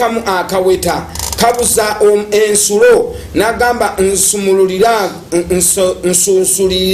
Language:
Ganda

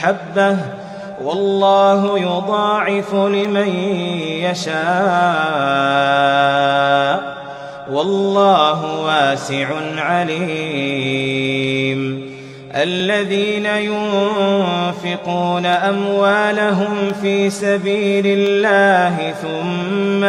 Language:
Arabic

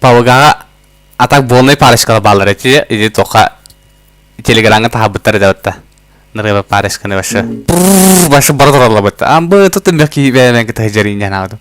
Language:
Yakut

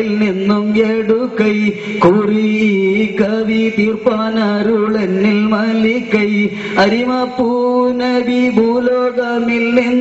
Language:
Malayalam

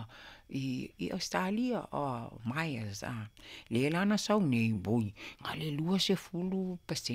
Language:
Samoan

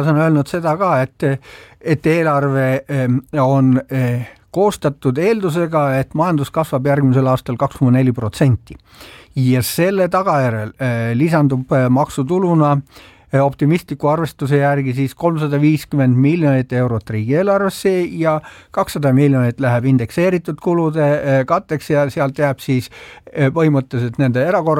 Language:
Estonian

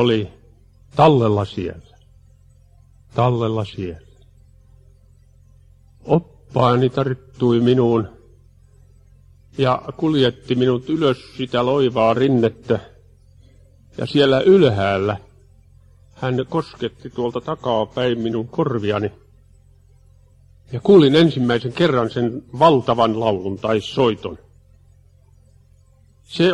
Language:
Finnish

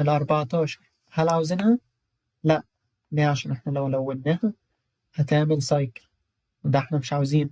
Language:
Egyptian Arabic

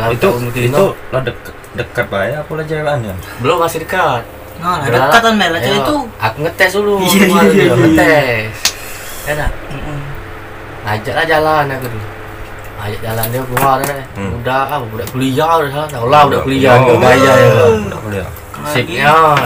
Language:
Musi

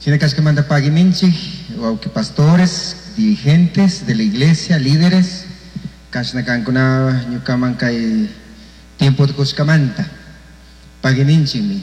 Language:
Chimborazo Highland Quichua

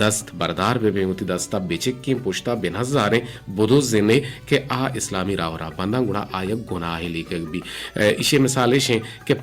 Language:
Eastern Balochi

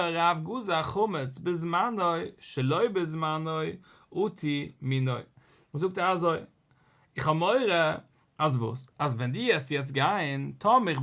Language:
Yiddish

